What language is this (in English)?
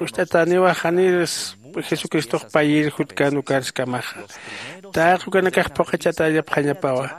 Aymara